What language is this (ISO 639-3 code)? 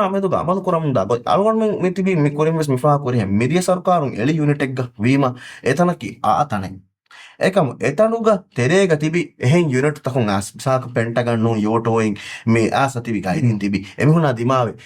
div